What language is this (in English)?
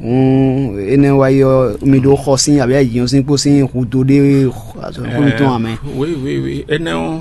Fon